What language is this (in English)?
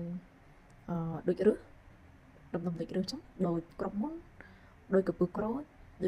Khmer